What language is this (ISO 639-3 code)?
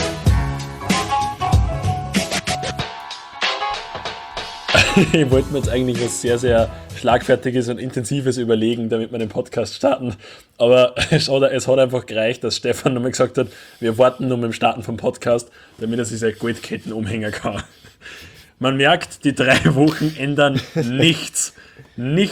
deu